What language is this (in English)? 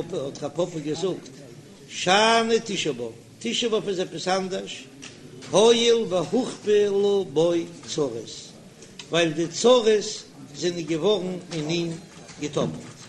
Yiddish